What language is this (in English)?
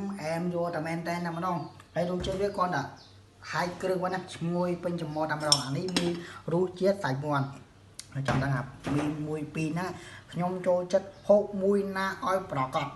Khmer